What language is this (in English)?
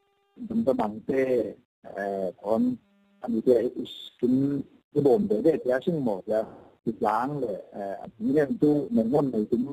Falam Chin